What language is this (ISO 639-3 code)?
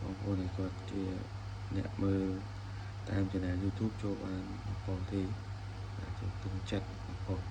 khm